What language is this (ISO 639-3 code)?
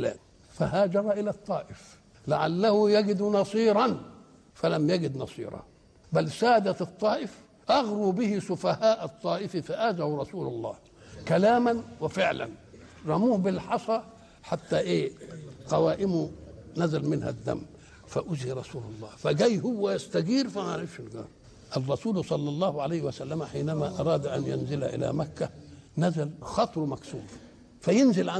ara